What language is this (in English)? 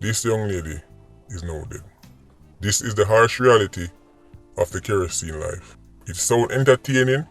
Jamaican Creole English